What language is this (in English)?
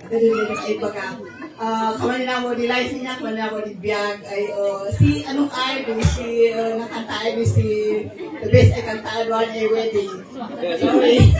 Kankanaey